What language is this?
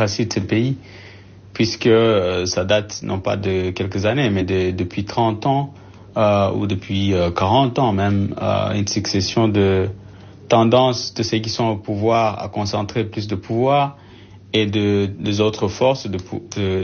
French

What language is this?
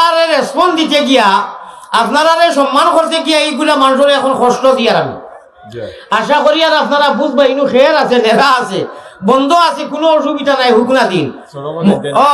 Sylheti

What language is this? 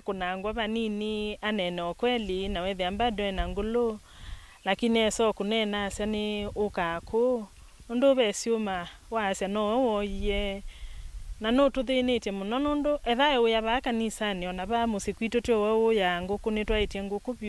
Kamba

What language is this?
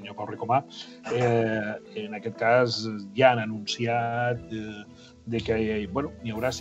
Catalan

